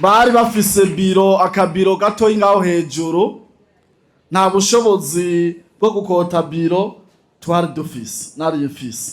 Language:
Rundi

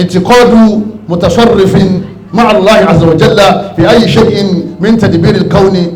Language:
Yoruba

